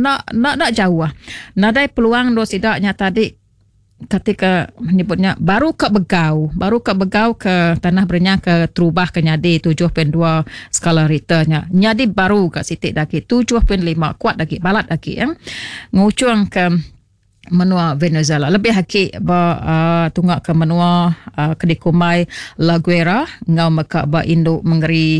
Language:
Iban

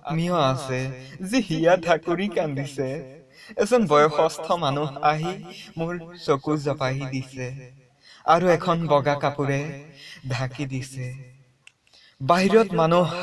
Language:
Assamese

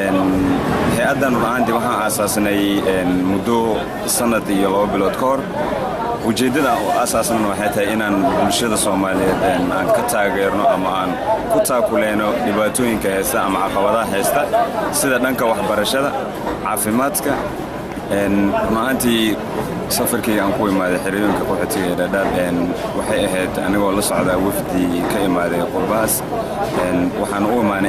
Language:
Somali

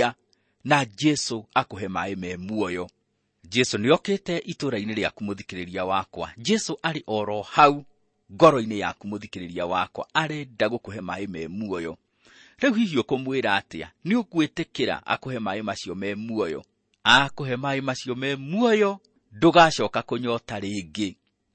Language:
Kikuyu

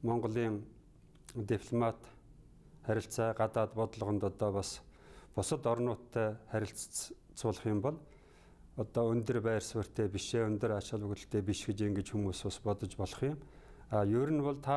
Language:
Mongolian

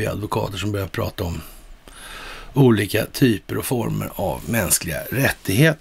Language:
Swedish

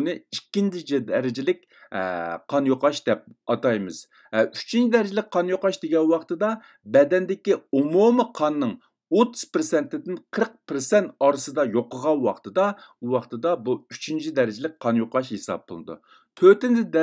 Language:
Uyghur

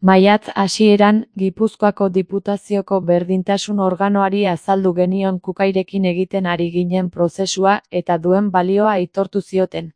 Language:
Basque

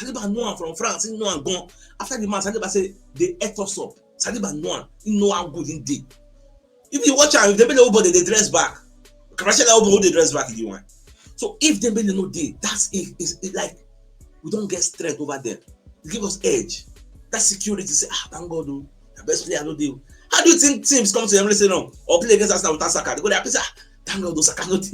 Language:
Nigerian Pidgin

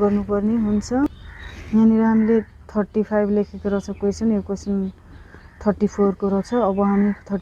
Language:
Nepali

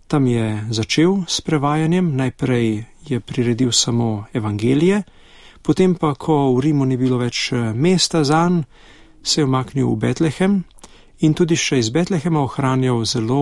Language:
Slovenian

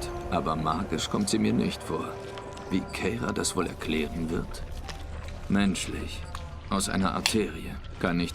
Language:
Swiss German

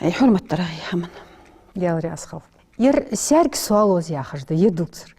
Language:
Ingush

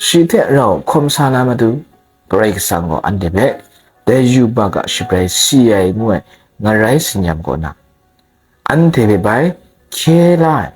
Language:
Kachin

